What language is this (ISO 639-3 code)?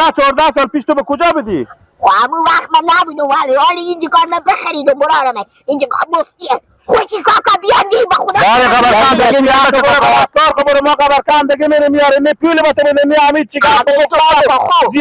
fas